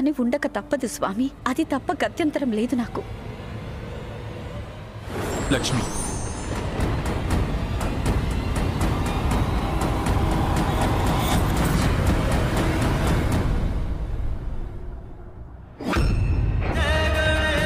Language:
Telugu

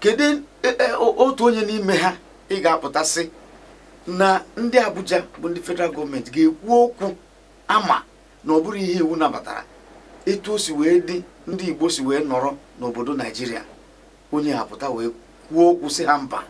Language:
Igbo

